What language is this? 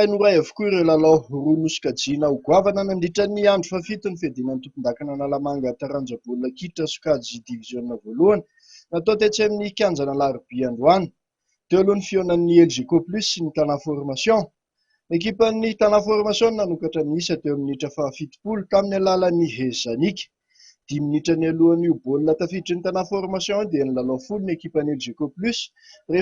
Malagasy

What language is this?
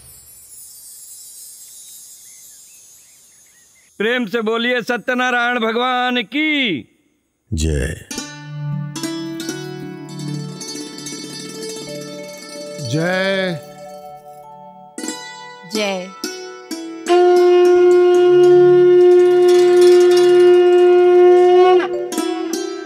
Bhojpuri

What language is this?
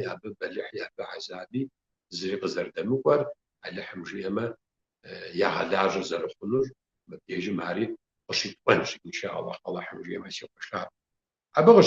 Kabardian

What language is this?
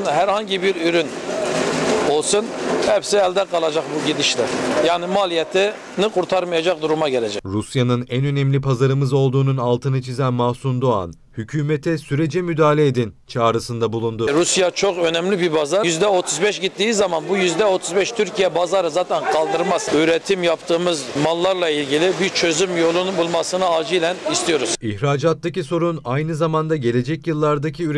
Turkish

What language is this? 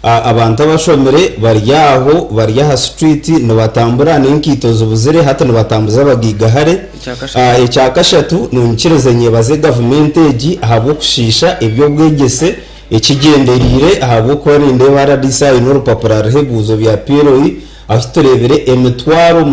Nyankole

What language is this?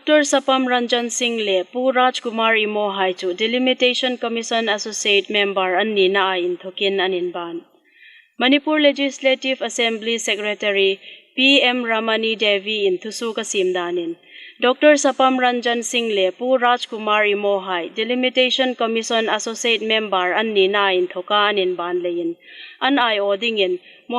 Hmar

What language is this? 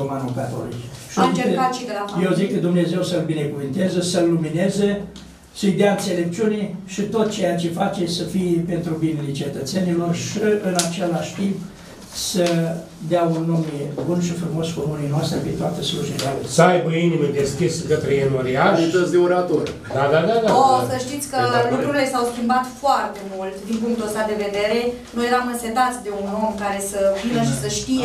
Romanian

